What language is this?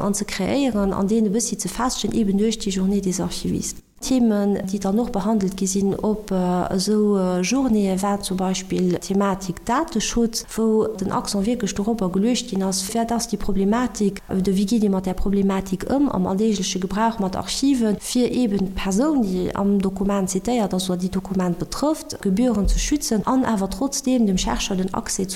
Luxembourgish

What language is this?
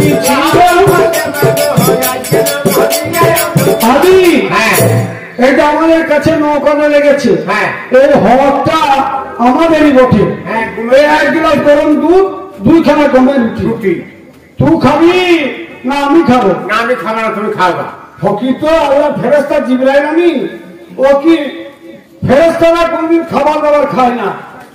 Bangla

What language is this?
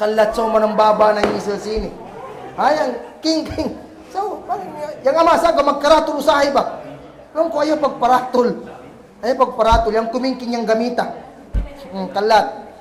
Kagan Kalagan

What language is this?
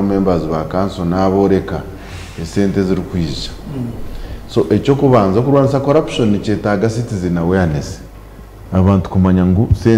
Nyankole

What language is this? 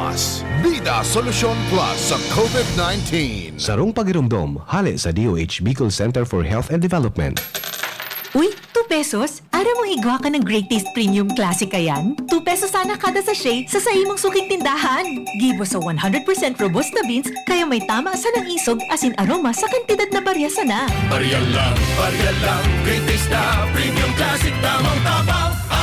Bikol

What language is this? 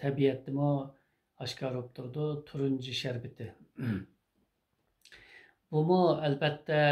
Uyghur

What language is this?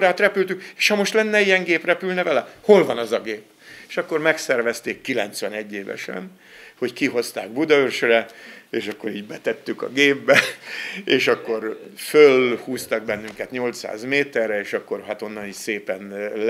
Hungarian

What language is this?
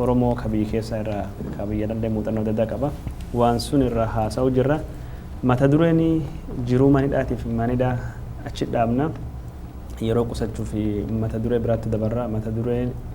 Oromo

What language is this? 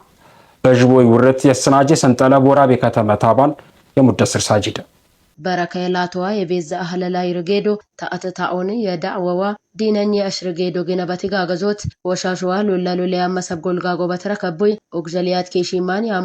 Silt'e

